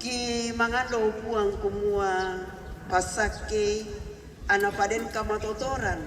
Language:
Toraja-Sa'dan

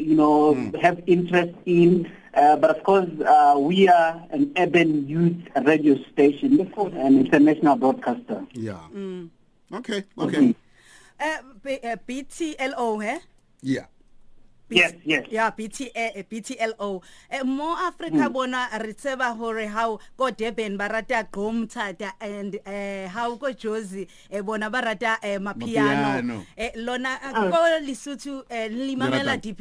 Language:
English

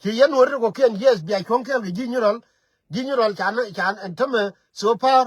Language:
Nuer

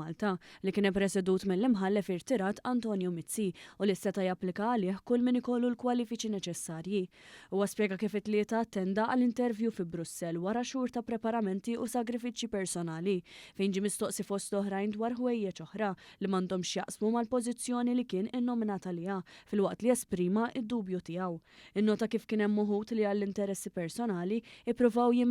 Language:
Maltese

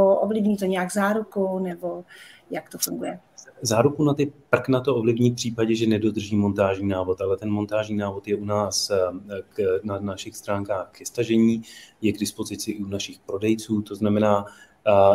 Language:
Czech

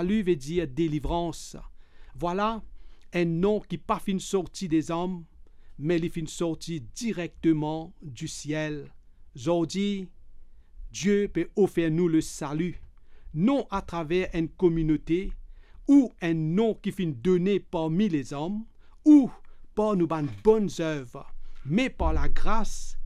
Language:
Morisyen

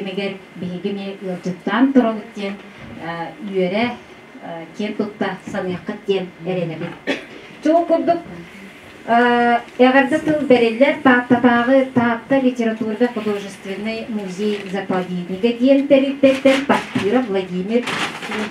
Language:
Yakut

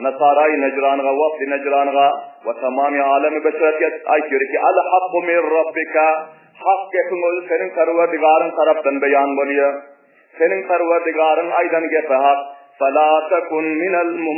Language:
Turkmen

